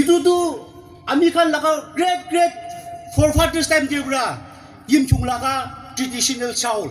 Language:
Yimchungru Naga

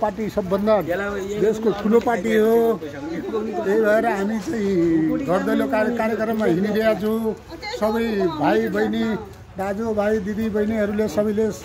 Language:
Nepali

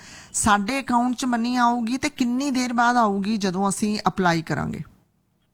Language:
Punjabi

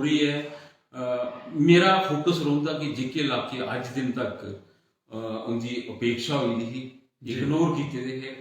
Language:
Dogri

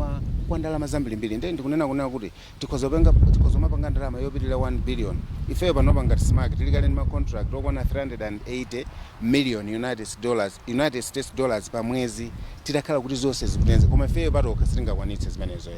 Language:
Nyanja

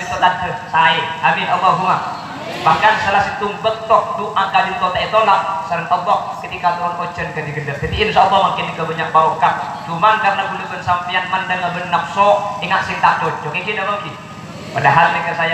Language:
Madurese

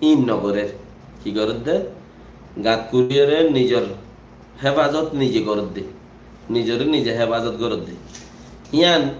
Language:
Rohingya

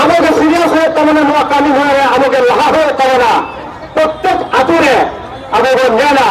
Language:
Santali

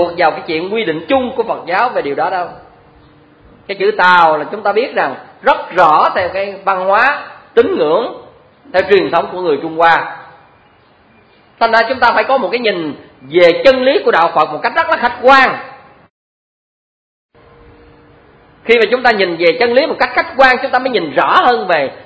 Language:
Vietnamese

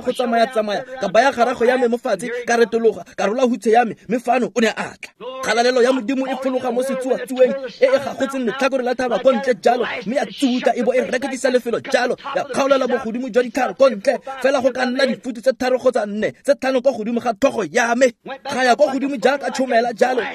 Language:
Tswana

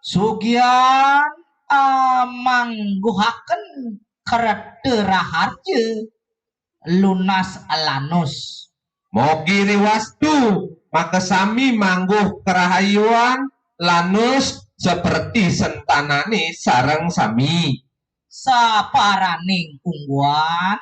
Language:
Balinese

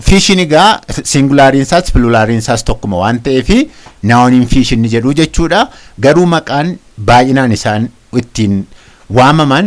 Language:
Oromo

